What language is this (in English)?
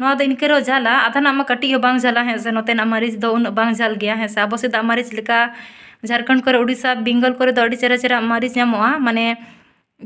Santali